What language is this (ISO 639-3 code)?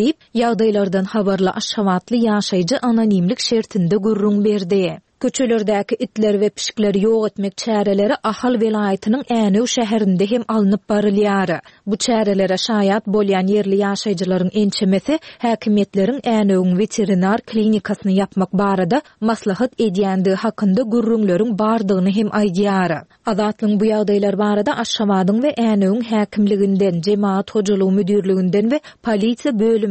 tuk